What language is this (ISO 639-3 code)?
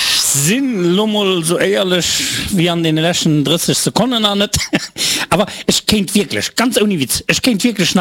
ltz